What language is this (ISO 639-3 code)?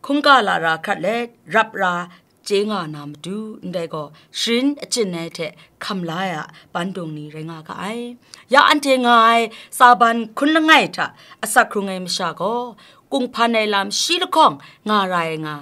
kac